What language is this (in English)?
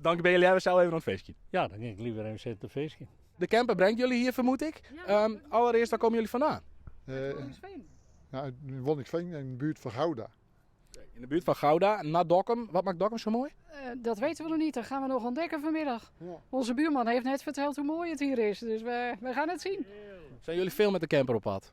Western Frisian